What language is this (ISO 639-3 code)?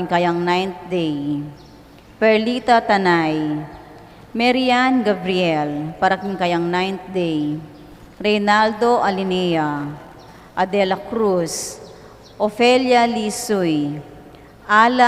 pam